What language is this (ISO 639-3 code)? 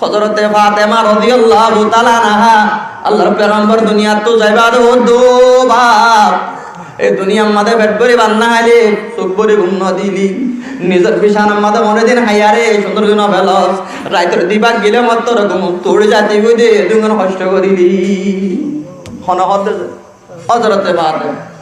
rhg